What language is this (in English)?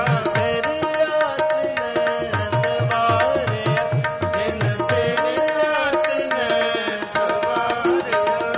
Punjabi